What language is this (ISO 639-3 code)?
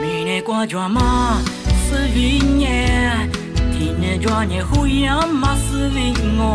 lis